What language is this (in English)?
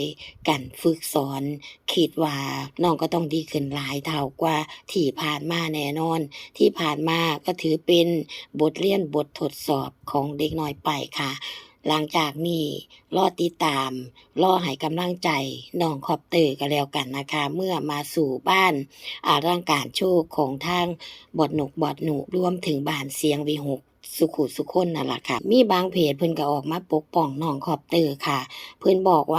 Northeastern Thai